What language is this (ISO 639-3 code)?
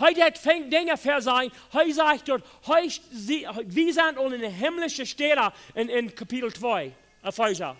pdt